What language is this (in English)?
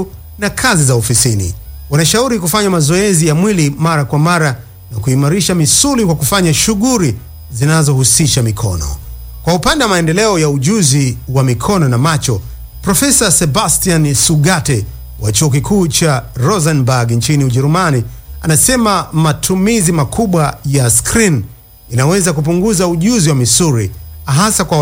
Swahili